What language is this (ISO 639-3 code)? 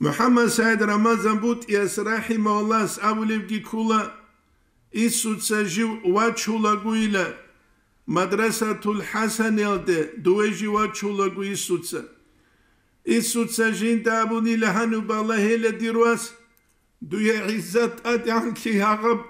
ava